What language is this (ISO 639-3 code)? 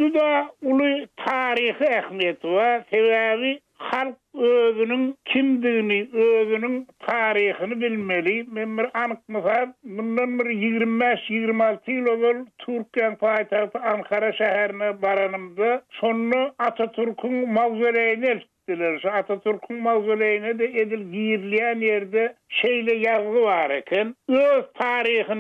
tuk